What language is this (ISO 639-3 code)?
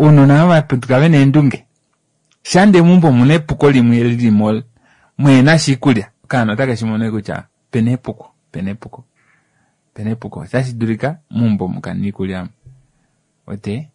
kua